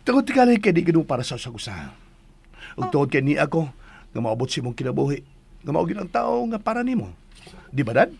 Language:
Cebuano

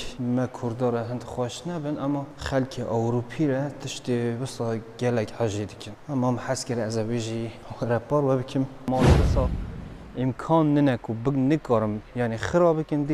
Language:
Kurdish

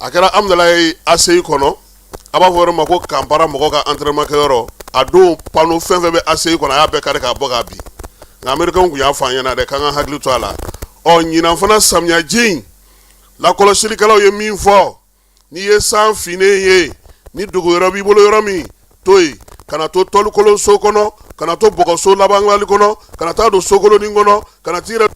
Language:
Bambara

